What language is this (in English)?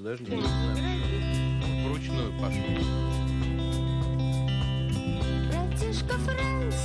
Russian